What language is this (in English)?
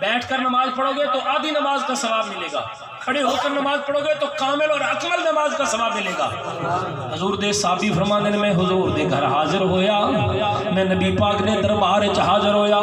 Saraiki